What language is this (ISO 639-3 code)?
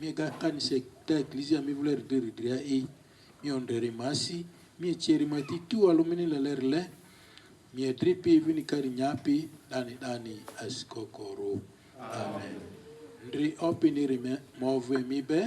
lgg